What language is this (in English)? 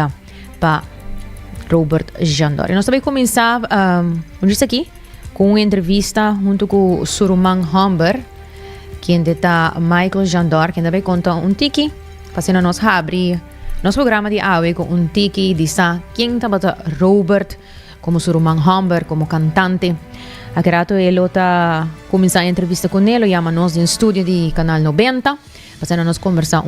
Papiamento